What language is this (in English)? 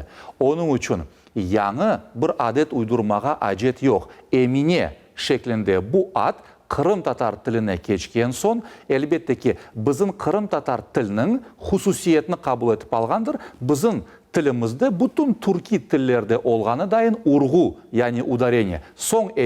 Crimean Tatar